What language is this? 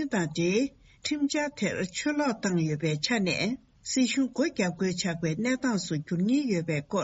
Tibetan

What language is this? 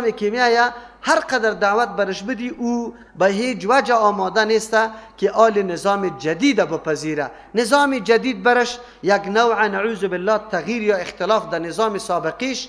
Persian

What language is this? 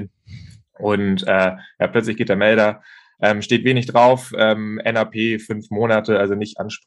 German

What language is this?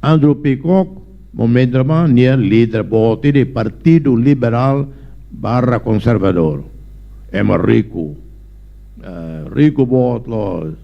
Tetum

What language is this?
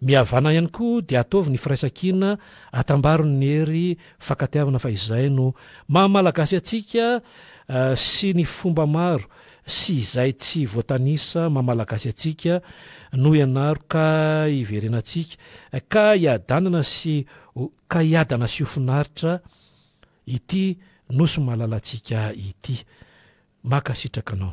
Malagasy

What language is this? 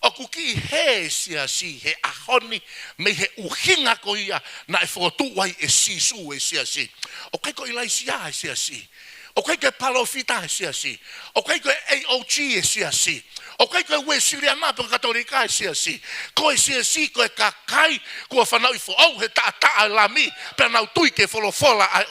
Tongan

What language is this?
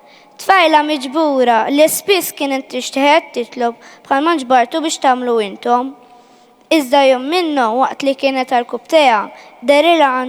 Maltese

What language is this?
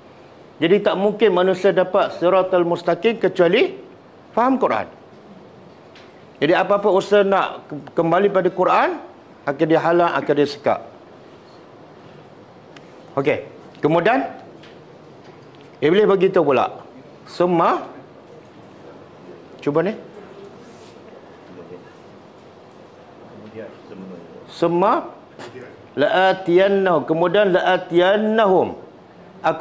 Malay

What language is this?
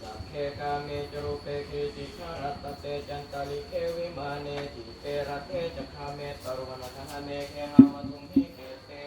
Pali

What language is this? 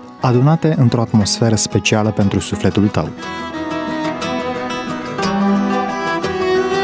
Romanian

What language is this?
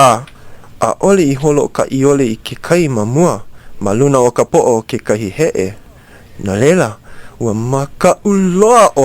Hawaiian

